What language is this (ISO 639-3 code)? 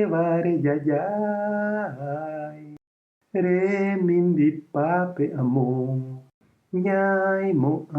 grn